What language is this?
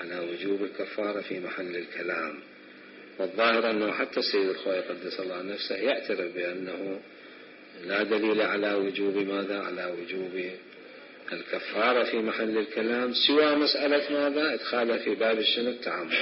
Mesopotamian Arabic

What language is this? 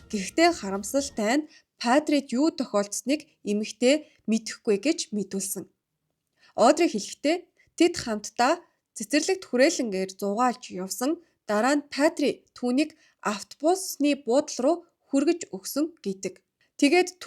Mongolian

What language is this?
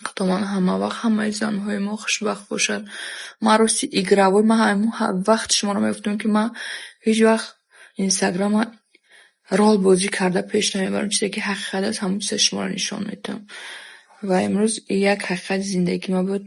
Tajik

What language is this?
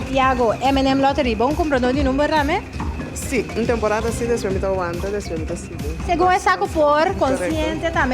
Papiamento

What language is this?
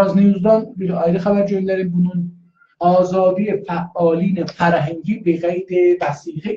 South Azerbaijani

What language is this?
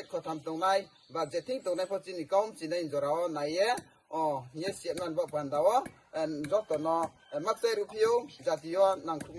Riang (India)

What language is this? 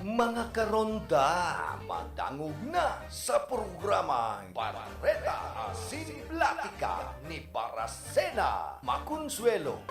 Bikol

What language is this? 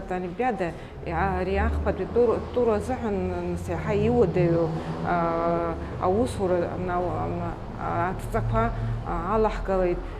Abkhazian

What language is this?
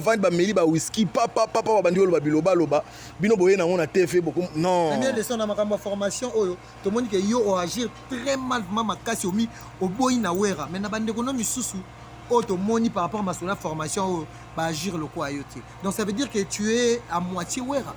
Lingala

